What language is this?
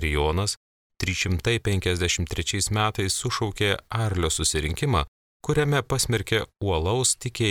Lithuanian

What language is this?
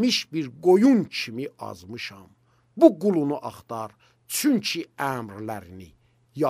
Azerbaijani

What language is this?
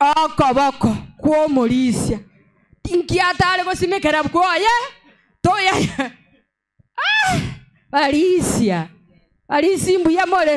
Gusii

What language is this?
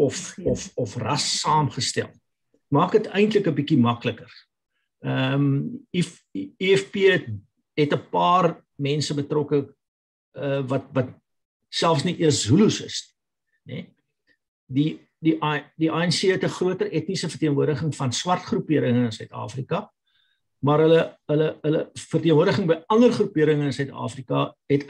Afrikaans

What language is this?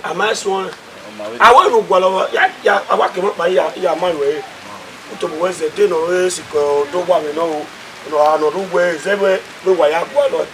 Bini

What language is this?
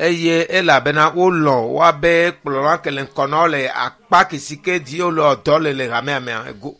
Ewe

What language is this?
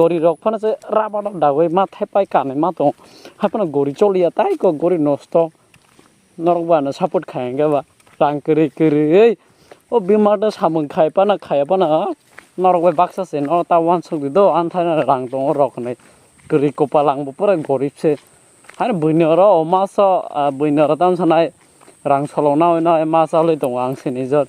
Kok Borok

